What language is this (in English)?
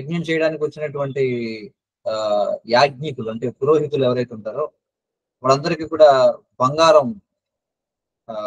Telugu